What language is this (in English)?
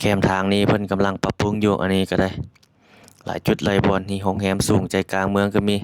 Lao